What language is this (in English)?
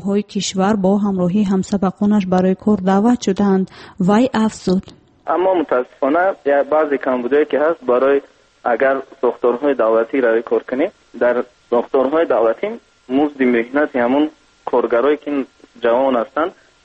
Tajik